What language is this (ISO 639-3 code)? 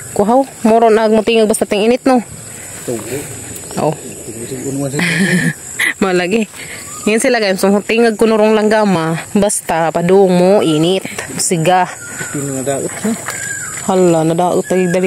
ceb